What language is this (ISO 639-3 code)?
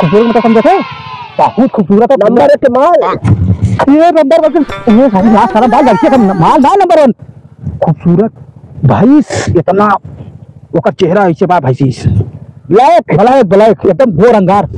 awa